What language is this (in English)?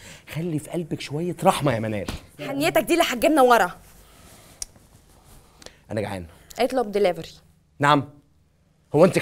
Egyptian Arabic